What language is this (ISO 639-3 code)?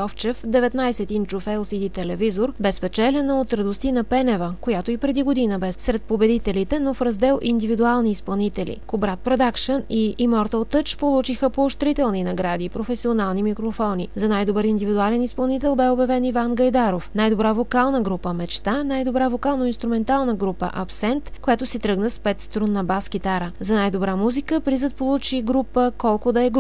bul